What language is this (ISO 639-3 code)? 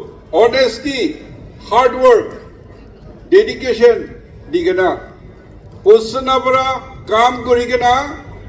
nag